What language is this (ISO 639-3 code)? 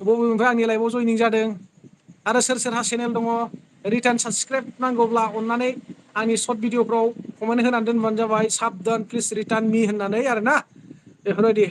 brx